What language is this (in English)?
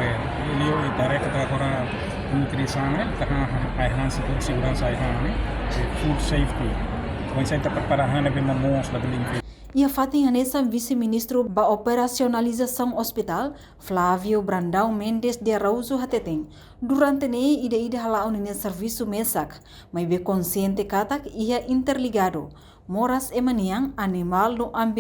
Tetum